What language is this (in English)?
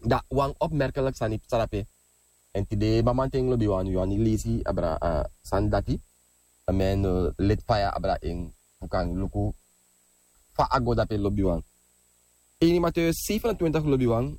Sranan Tongo